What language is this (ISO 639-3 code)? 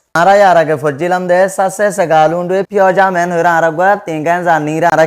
rhg